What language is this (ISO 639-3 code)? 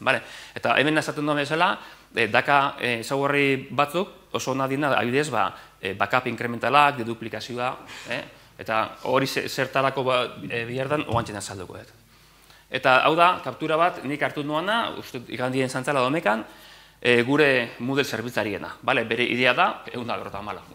eus